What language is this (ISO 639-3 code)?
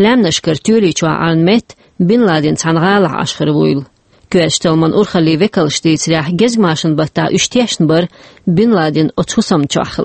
che